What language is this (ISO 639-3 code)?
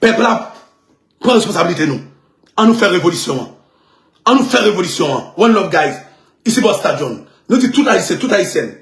hat